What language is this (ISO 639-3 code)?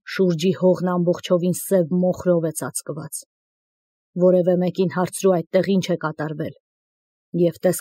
hye